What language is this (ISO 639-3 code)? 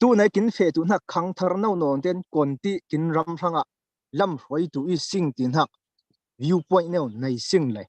cfm